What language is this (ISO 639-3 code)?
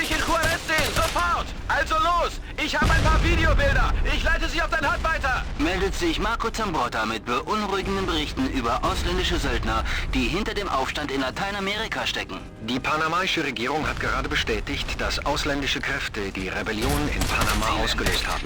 bar